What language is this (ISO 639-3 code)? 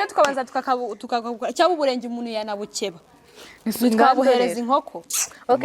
kin